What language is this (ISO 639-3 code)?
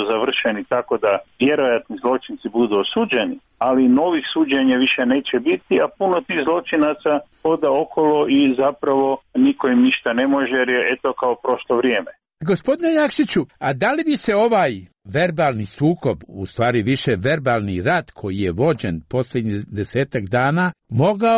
hrv